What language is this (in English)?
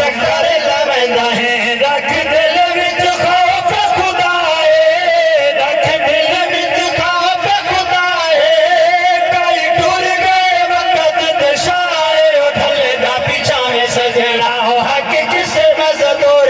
Saraiki